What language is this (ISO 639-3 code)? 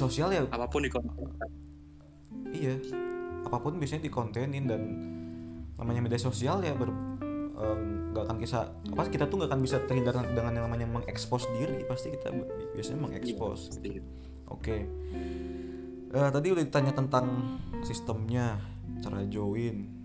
ind